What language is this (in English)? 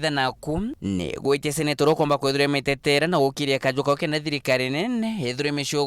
Meru